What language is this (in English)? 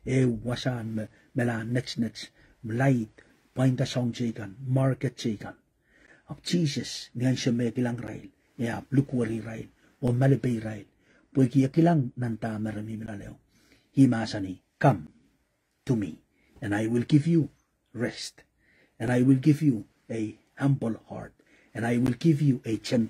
Pohnpeian